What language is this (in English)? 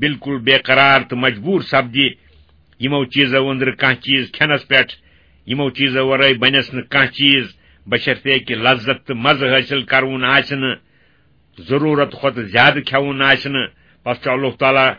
Kashmiri